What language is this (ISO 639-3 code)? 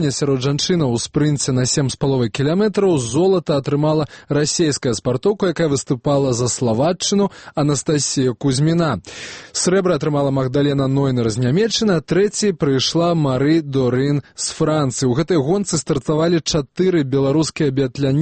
bel